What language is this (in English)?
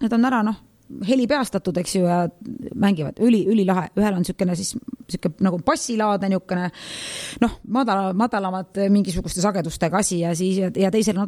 Estonian